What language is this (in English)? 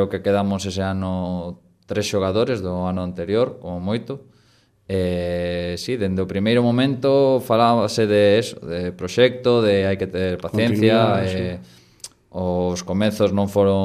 Galician